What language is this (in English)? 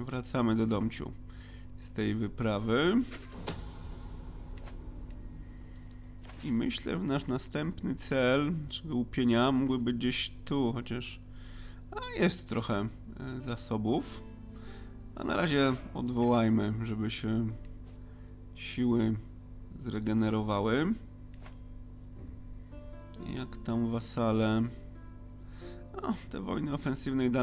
Polish